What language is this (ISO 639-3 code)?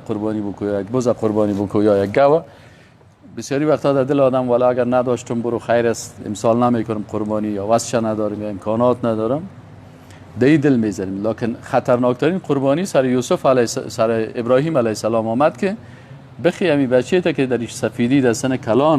fas